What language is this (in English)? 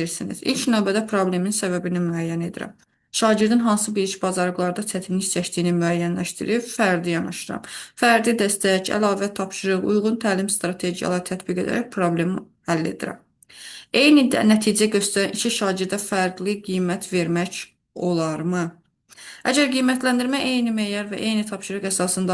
Azerbaijani